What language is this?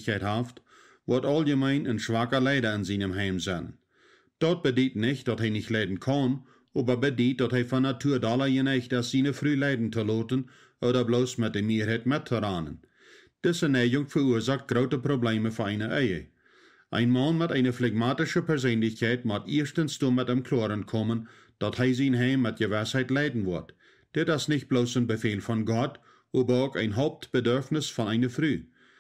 Plautdietsch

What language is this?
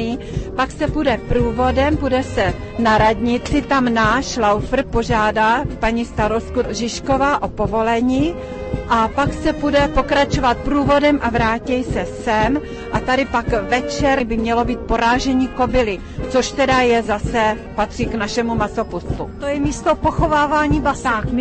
Czech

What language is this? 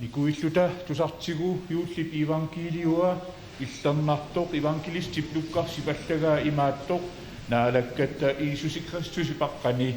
Kalaallisut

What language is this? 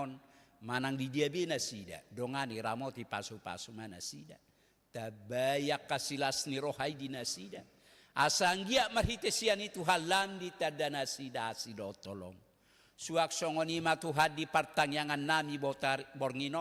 Batak Toba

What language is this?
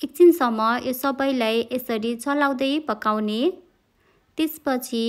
Nepali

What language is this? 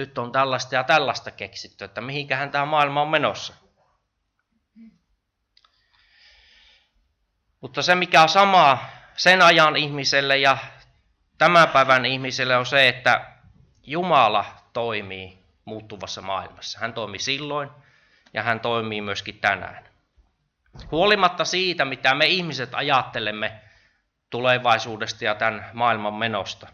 Finnish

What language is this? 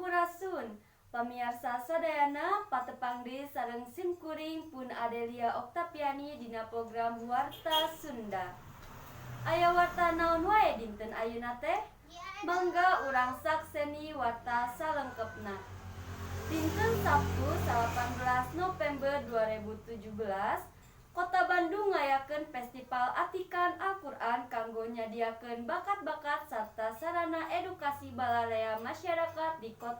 Sundanese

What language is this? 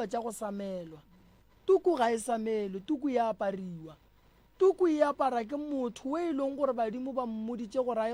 Northern Sotho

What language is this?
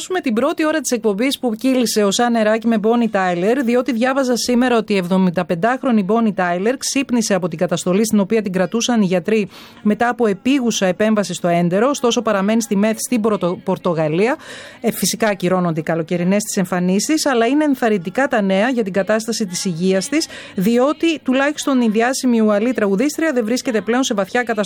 Greek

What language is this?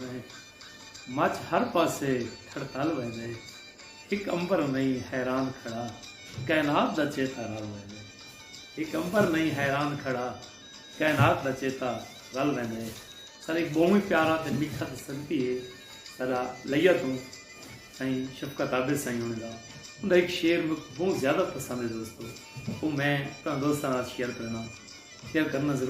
Saraiki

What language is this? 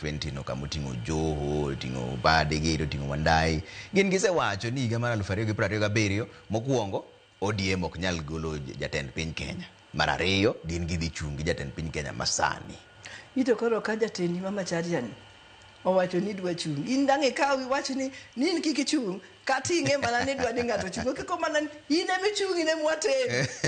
Luo (Kenya and Tanzania)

